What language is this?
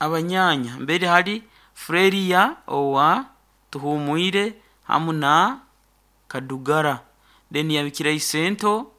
Nyoro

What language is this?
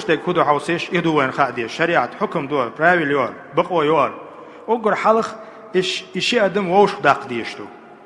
Chechen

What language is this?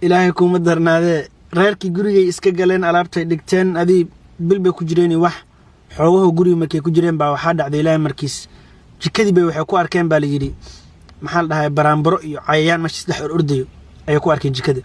Somali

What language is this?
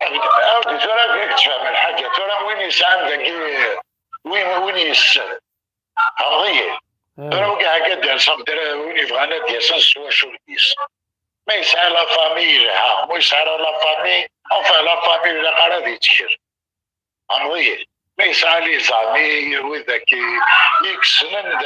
Kabyle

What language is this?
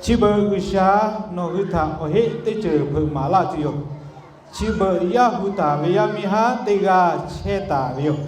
Lahu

